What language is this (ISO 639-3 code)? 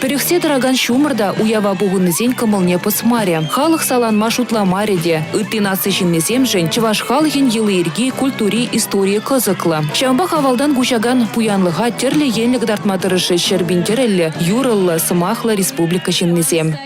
chv